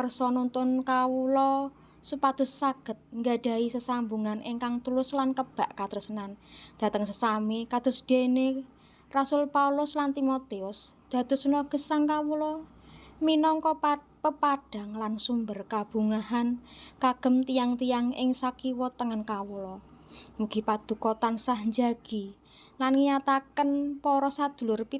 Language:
Javanese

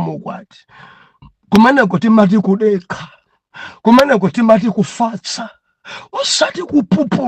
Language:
Nyanja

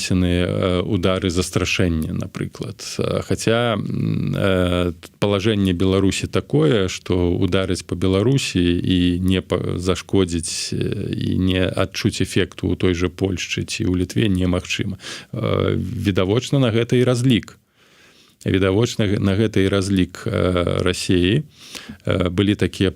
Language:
Belarusian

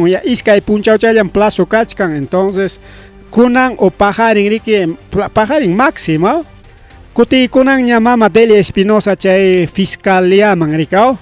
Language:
Ayacucho Quechua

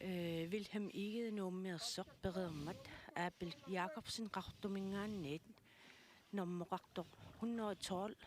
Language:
Kalaallisut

